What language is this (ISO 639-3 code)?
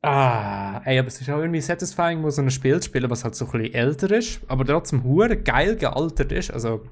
gsw